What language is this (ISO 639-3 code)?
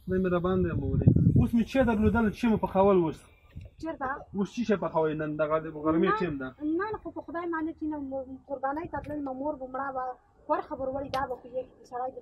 pus